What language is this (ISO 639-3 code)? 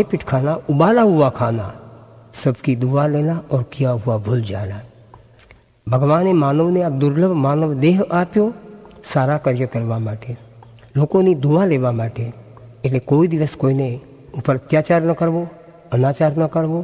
guj